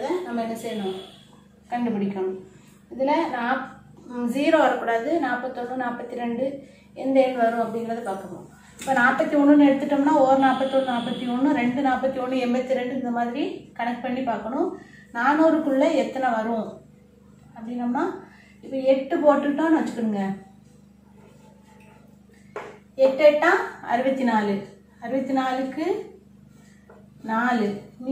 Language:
Tamil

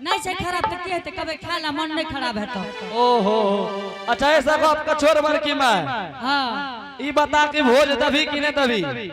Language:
Angika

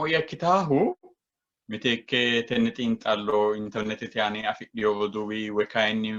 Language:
Sidamo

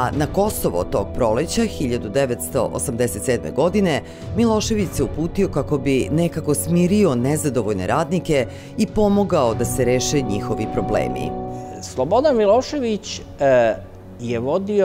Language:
Serbian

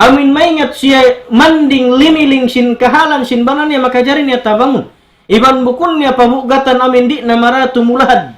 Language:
Tausug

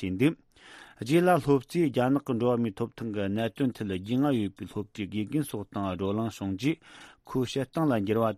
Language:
Tibetan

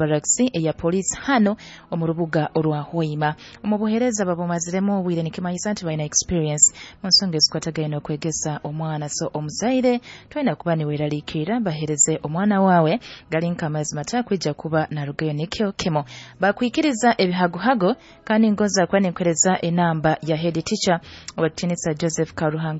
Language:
Nyoro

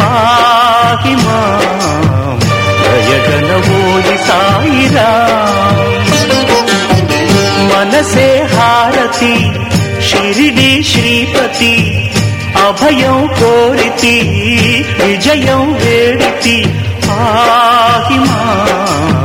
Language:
Telugu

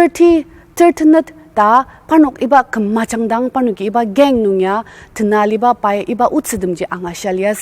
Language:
Ao Naga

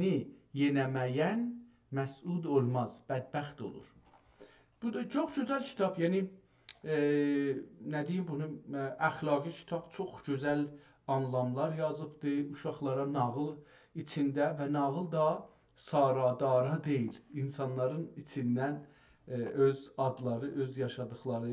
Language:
South Azerbaijani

